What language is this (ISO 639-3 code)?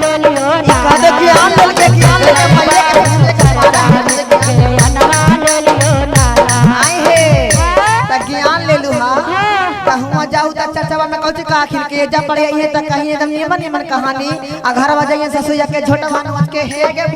mag